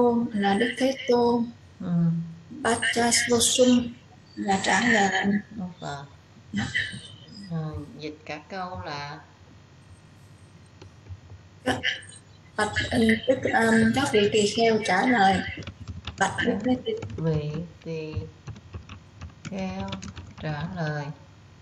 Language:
Vietnamese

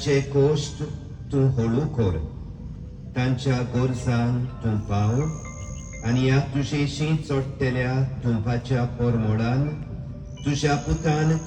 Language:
Konkani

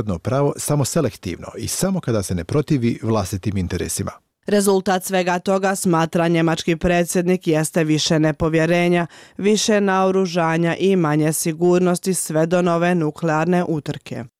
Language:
Bosnian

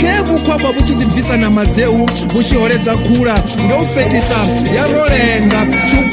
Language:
Venda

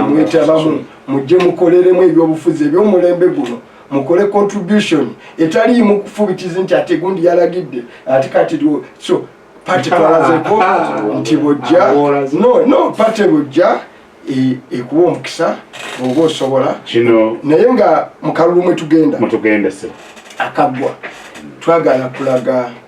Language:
Ganda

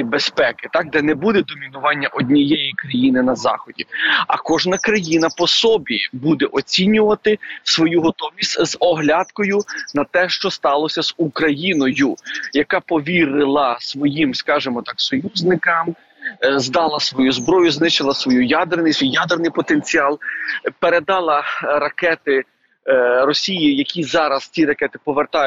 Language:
Ukrainian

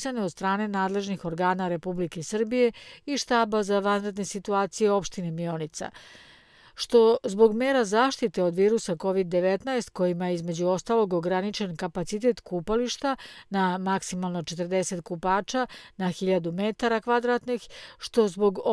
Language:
Serbian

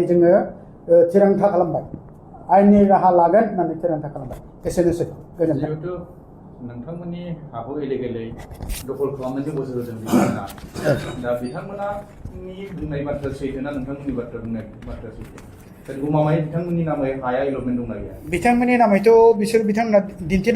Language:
Bodo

